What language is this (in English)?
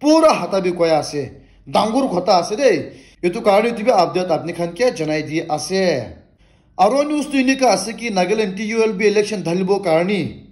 Naga Pidgin